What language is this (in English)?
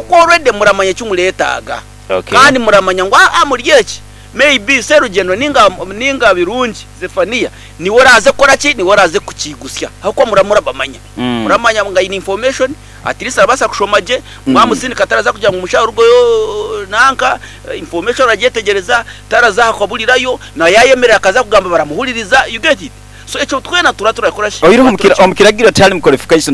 Nyankole